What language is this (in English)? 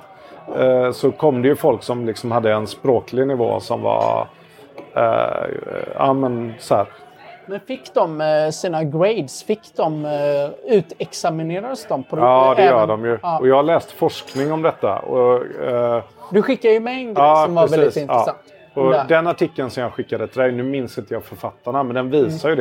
Swedish